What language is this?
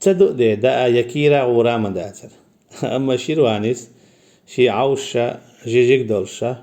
Chechen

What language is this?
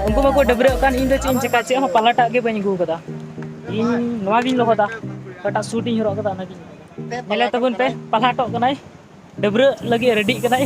Santali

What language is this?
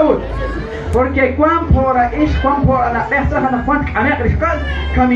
Kekchí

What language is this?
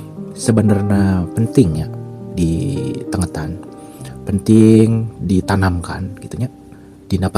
Sundanese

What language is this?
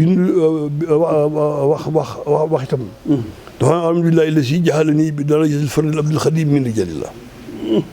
Wolof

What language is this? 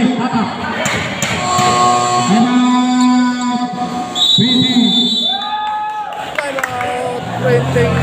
Indonesian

